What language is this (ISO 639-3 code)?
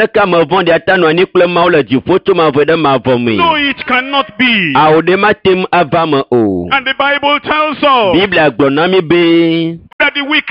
ewe